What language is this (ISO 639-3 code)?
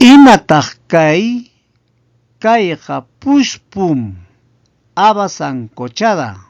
quy